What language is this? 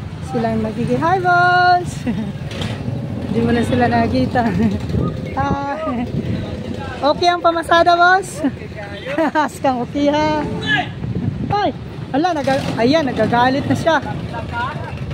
Filipino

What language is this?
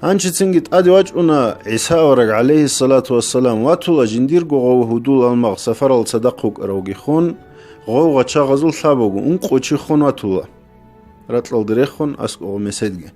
Avaric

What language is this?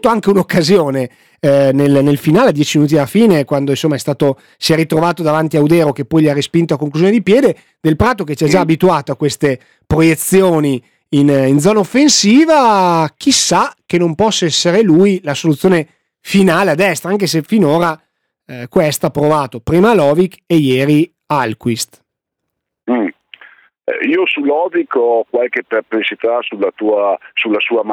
Italian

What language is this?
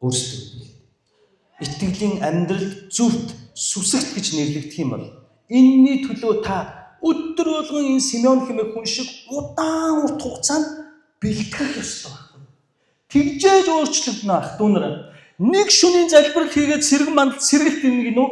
Mongolian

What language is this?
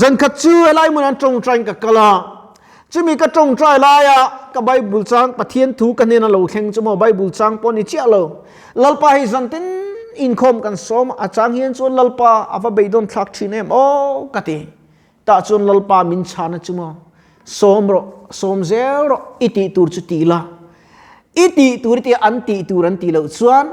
Mizo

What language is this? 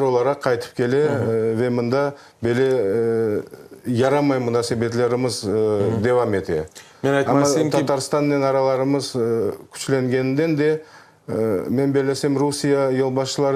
Crimean Tatar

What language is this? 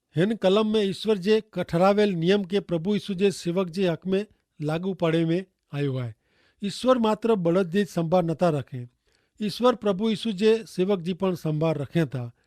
Kachhi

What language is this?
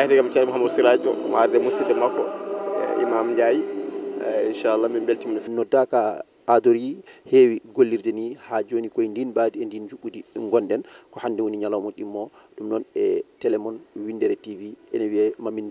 Fula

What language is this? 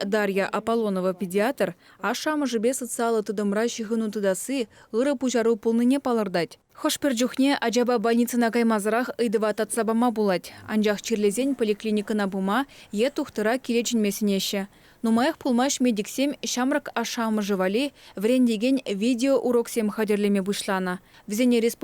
Chuvash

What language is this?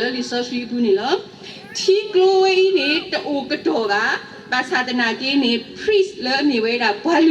S'gaw Karen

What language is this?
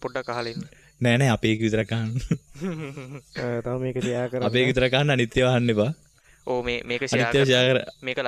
Sinhala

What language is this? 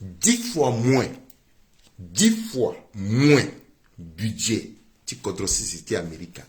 Sango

